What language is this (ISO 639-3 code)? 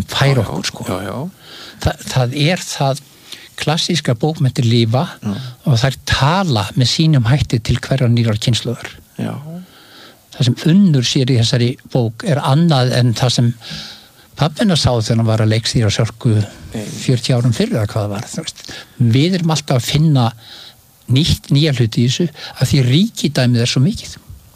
isl